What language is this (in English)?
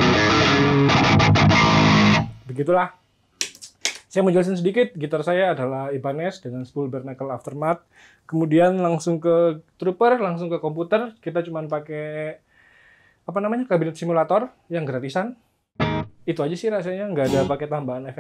Indonesian